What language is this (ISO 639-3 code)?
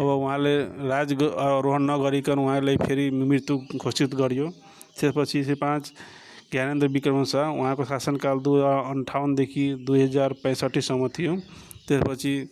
nep